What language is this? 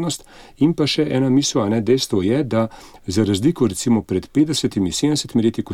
Slovenian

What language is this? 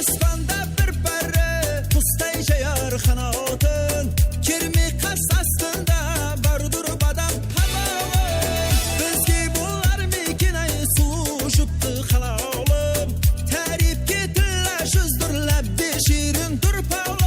Kara-Kalpak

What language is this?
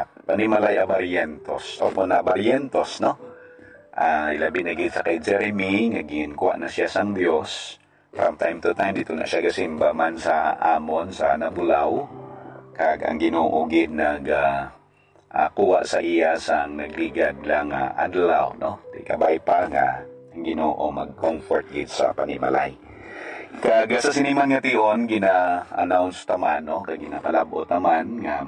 Hiligaynon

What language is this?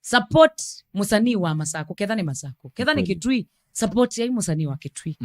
Kamba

